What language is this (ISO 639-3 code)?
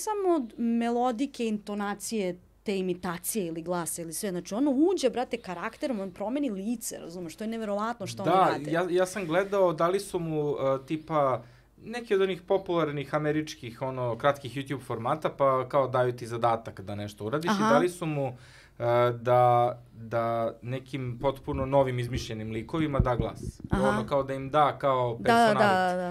srp